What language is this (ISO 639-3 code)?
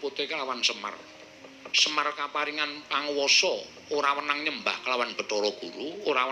jav